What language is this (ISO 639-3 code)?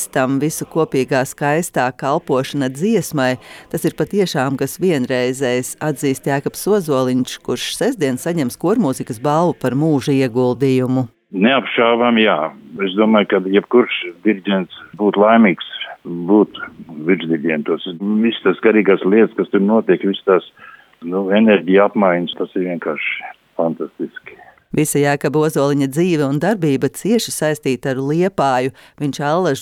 lav